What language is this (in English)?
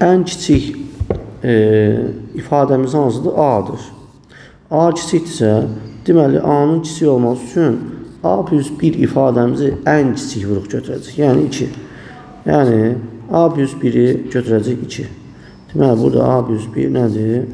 Azerbaijani